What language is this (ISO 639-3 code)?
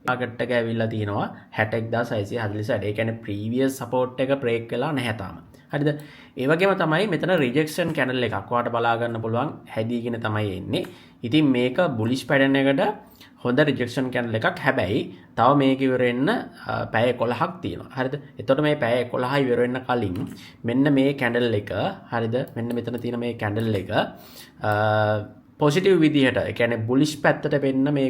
sin